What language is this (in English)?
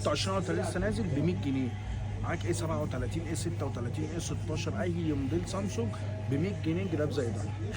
Egyptian Arabic